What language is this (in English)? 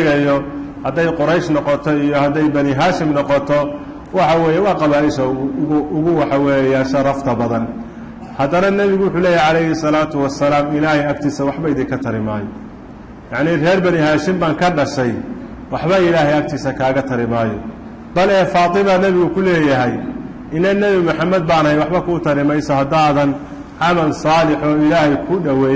Somali